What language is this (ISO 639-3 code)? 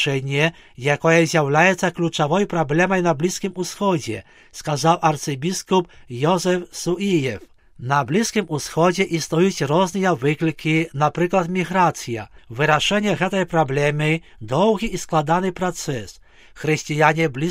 bel